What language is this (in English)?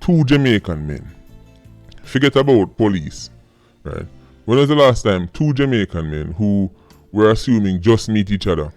Jamaican Creole English